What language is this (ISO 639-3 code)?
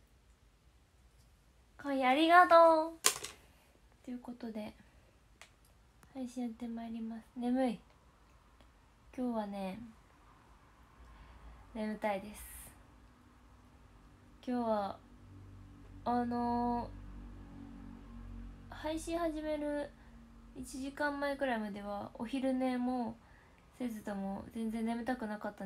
jpn